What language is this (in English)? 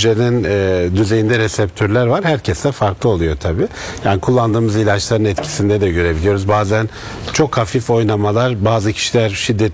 Turkish